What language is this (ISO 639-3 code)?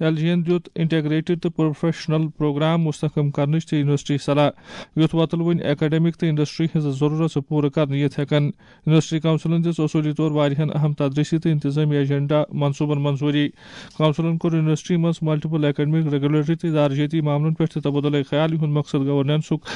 kas